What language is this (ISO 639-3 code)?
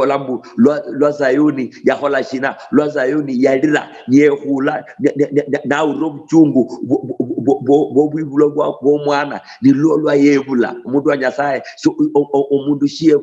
luy